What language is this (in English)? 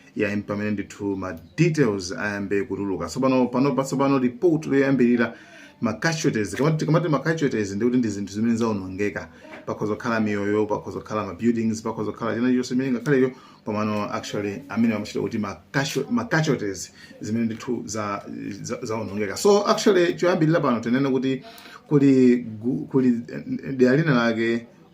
Nyanja